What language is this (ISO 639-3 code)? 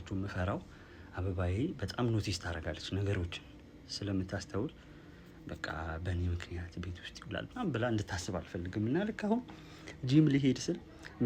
amh